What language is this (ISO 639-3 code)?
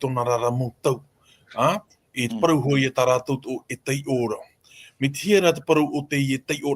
tah